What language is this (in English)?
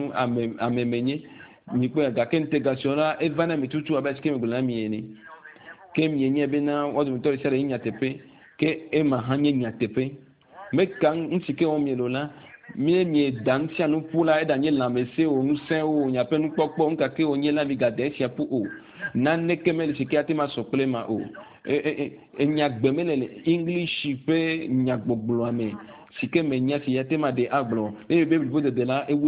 Ewe